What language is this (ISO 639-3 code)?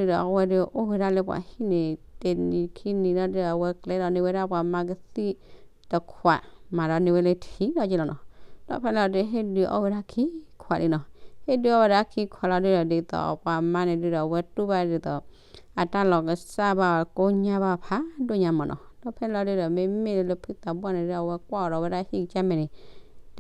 ksw